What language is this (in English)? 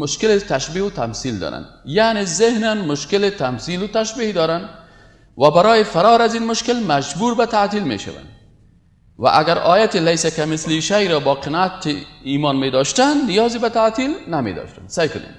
Persian